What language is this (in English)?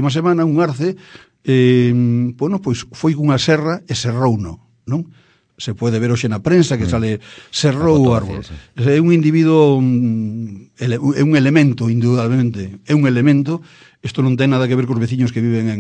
Galician